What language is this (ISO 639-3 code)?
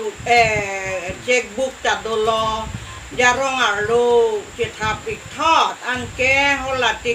mjw